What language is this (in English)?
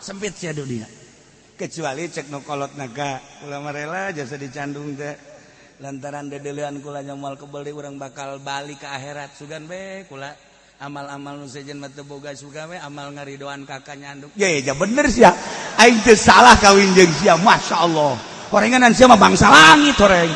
Sundanese